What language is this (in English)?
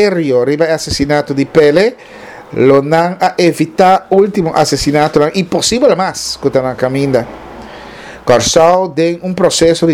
Papiamento